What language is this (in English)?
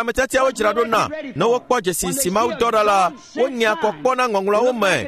Ewe